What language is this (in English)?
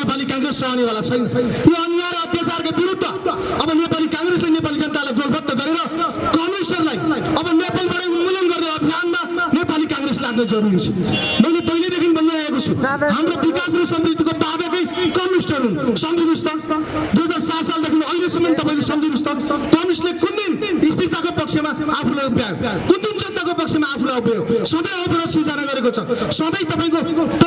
Nepali